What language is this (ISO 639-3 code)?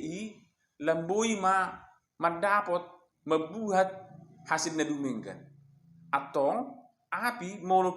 bbc